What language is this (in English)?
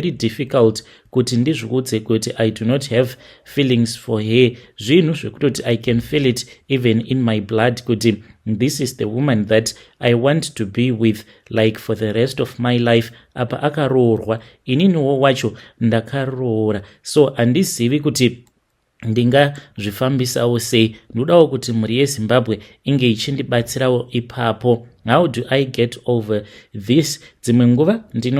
Shona